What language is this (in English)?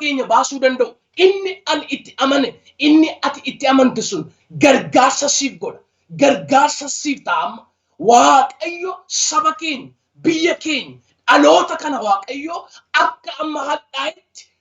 Oromo